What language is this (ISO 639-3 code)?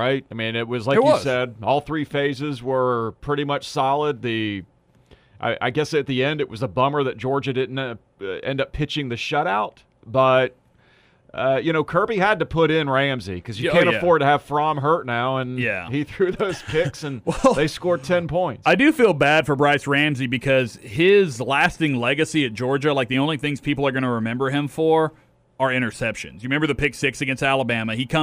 eng